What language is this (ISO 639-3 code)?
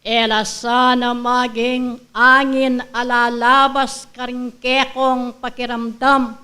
pam